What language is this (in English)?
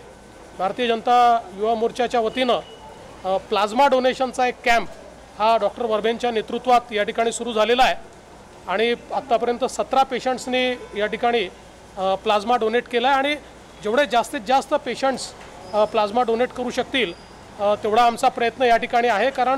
Marathi